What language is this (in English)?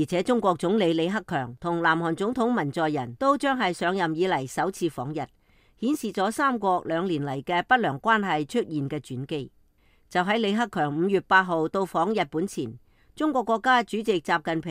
Cantonese